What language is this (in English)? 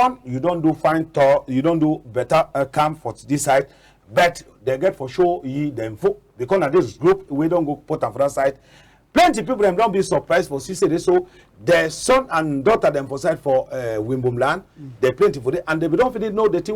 Cameroon Pidgin